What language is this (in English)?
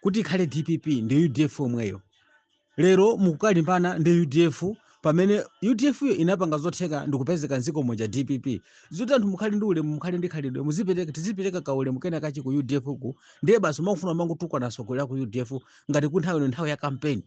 Nyanja